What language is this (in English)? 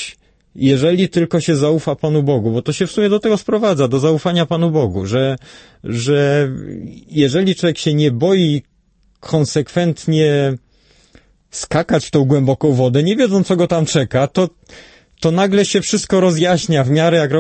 Polish